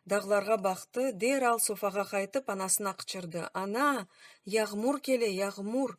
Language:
Crimean Tatar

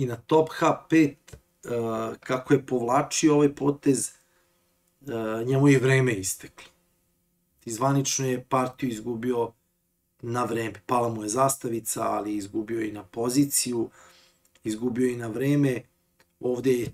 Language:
Serbian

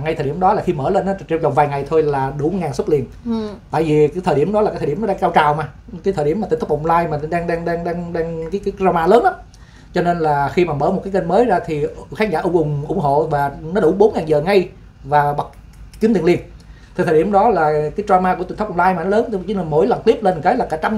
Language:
Vietnamese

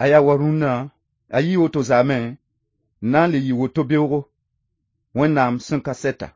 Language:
Mossi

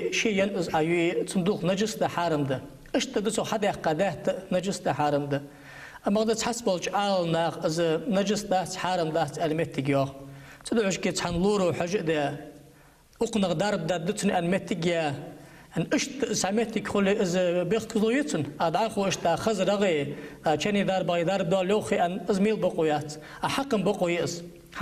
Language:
Ingush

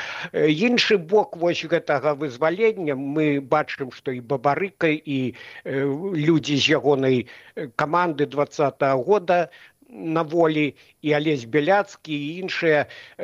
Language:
Belarusian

